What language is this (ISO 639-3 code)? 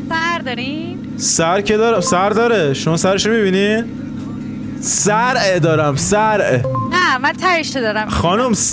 fas